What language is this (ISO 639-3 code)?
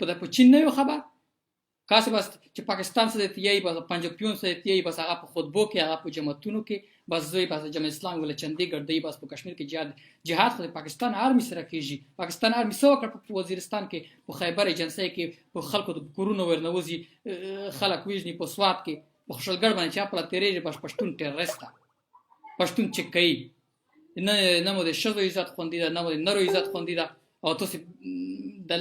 pus